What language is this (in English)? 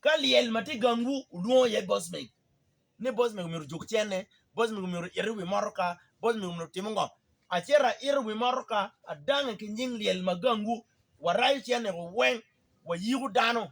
Acoli